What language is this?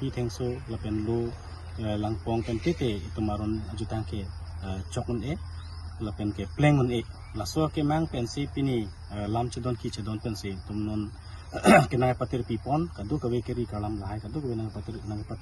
Karbi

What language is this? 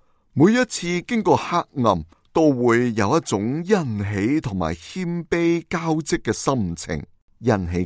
Cantonese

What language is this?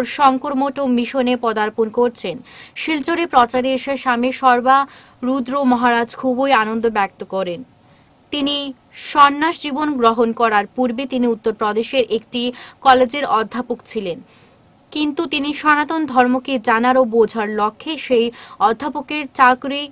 Bangla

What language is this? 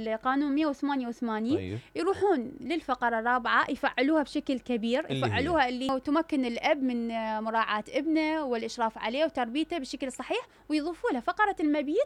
Mesopotamian Arabic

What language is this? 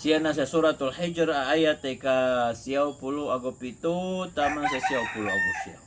Maranao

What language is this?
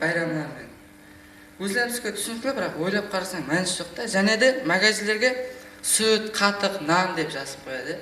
Kara-Kalpak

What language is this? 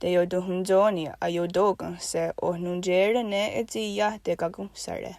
Mohawk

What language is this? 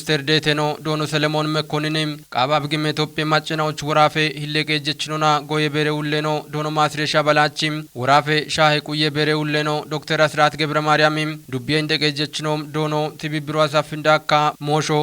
Kafa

